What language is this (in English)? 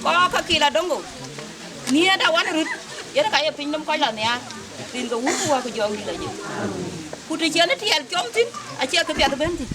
Dinka